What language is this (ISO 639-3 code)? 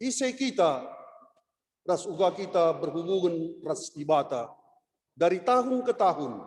btx